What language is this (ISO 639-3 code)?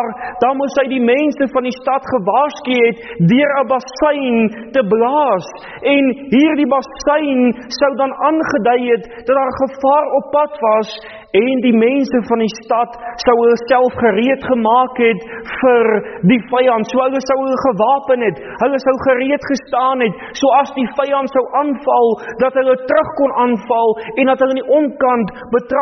afr